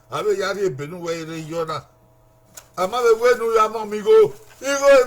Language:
Bini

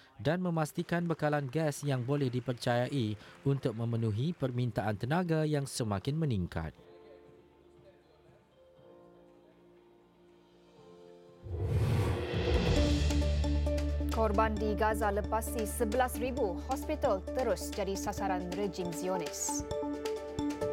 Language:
Malay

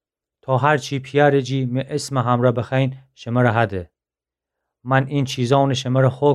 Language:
Gilaki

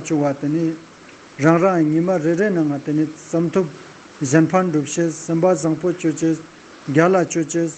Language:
Ladakhi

